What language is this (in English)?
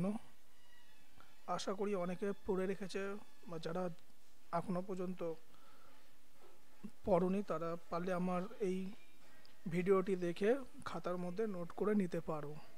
Bangla